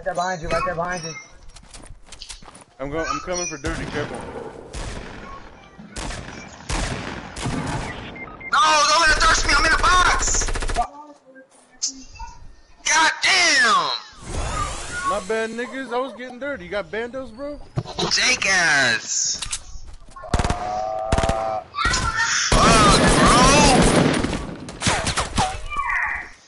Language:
English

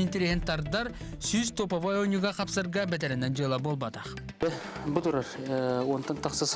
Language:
Yakut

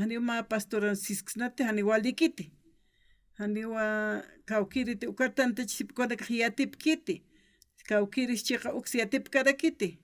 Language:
Aymara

